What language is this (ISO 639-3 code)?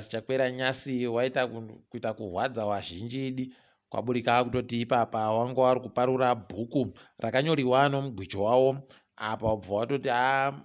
ndc